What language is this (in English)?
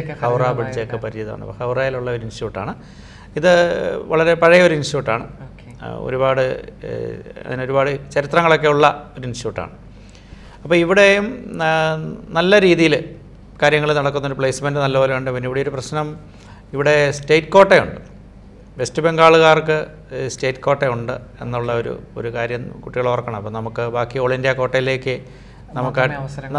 Malayalam